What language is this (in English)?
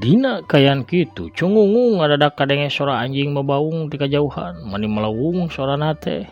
Sundanese